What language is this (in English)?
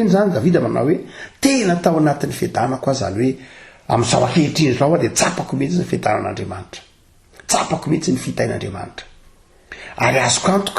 Malagasy